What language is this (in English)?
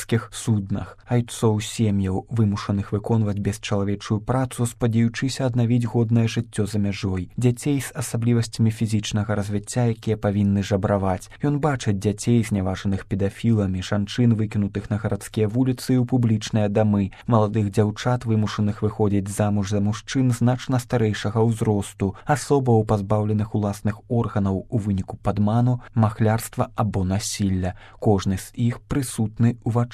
Belarusian